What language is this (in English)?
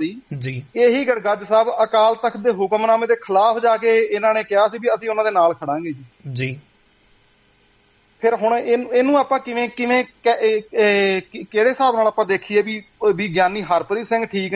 Punjabi